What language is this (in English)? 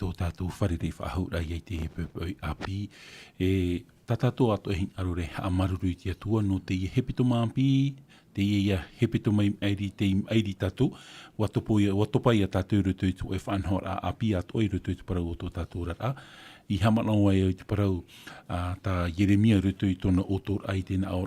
Tahitian